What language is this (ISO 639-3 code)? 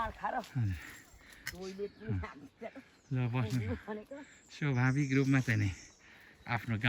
nep